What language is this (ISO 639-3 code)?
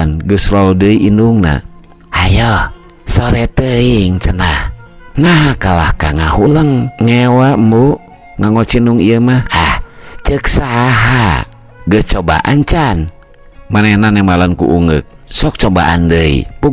sun